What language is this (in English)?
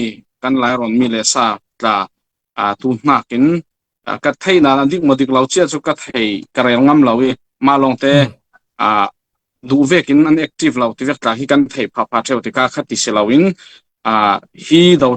Falam Chin